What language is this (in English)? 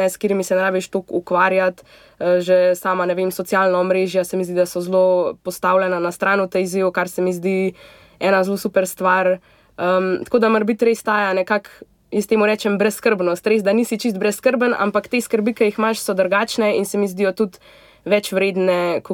Slovenian